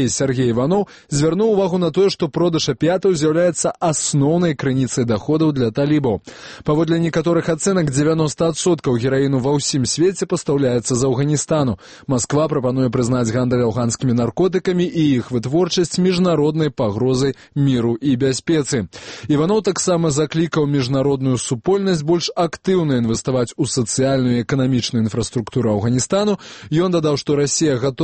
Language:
Belarusian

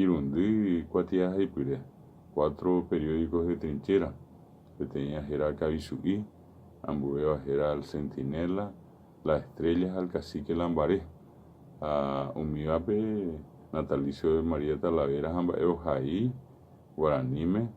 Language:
Guarani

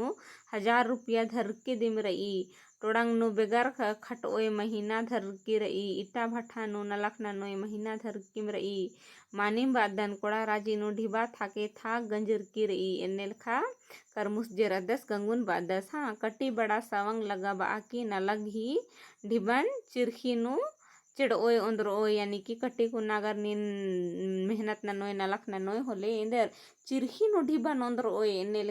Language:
Kurukh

